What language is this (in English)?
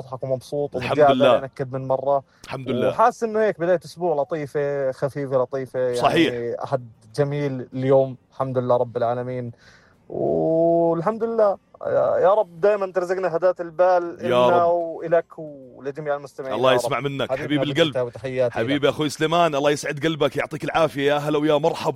North Levantine Arabic